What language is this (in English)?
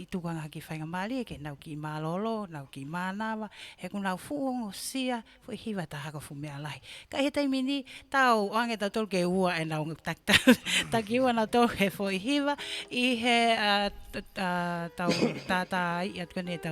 Tongan